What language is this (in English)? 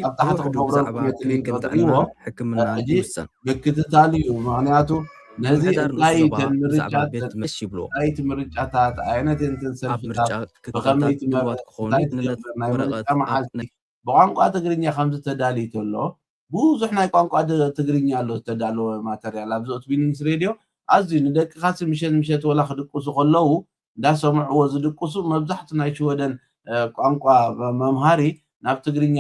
Tigrinya